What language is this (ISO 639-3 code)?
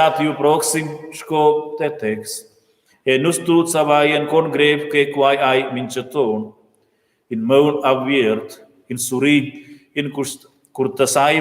roh